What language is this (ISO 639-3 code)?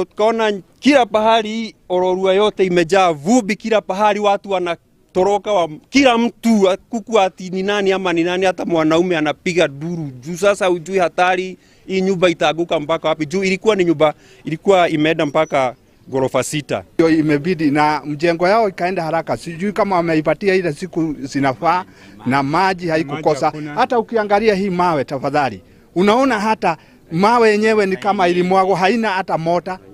guz